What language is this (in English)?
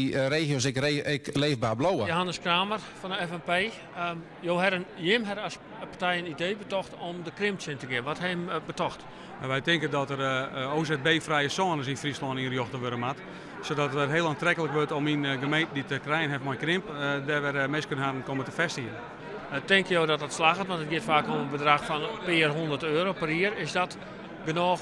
Western Frisian